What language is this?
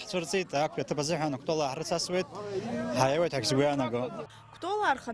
Abkhazian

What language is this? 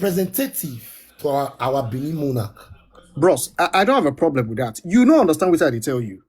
Nigerian Pidgin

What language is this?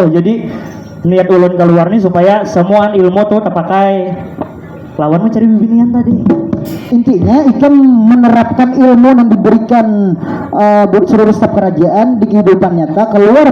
Banjar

